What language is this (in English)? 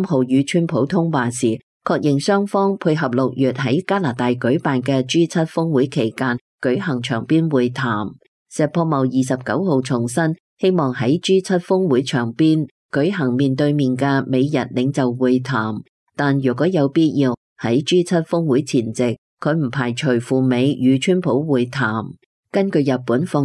Cantonese